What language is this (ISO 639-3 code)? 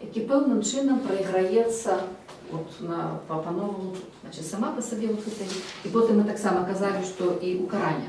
bel